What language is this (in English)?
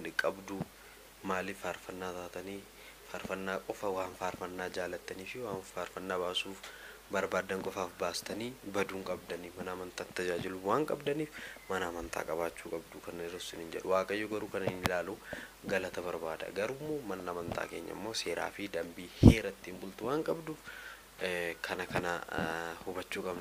Oromo